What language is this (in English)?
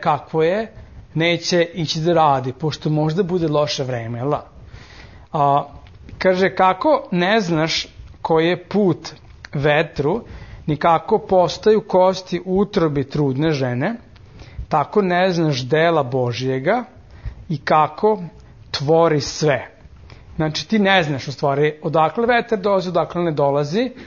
Serbian